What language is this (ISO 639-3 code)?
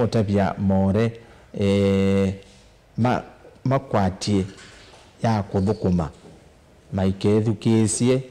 kam